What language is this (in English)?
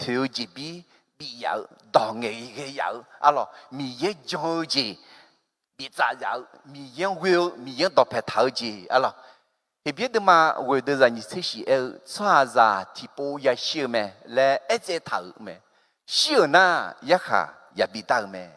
Akha